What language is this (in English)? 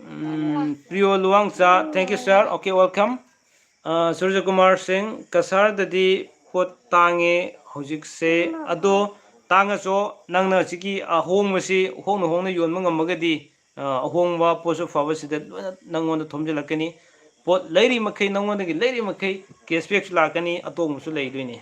Manipuri